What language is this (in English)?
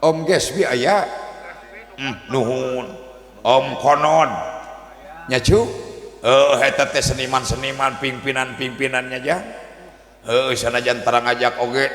Sundanese